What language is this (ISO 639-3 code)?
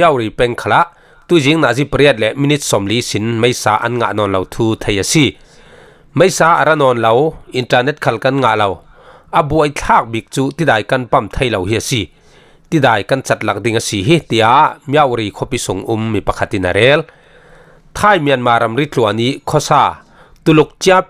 cfm